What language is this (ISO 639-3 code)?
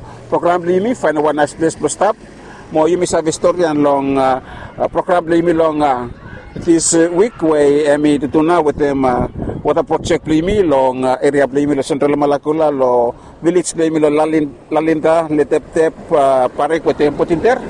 bis